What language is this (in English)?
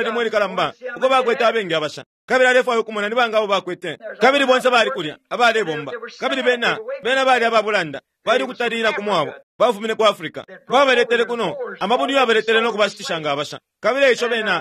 Bemba